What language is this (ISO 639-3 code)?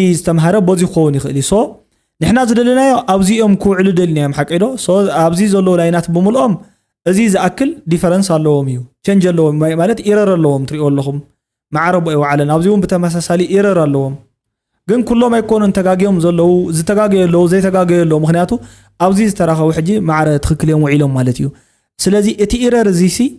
tir